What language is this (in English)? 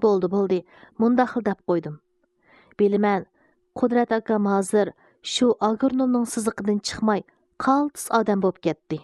Uyghur